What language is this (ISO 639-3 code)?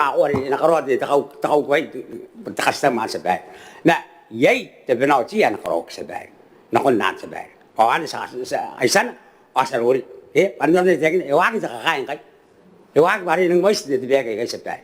gil